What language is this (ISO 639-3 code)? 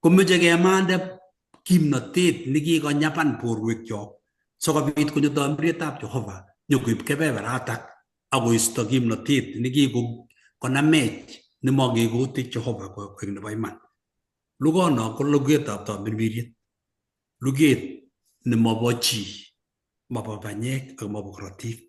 kln